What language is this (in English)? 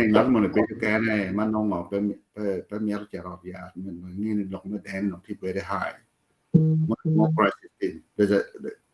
Acoli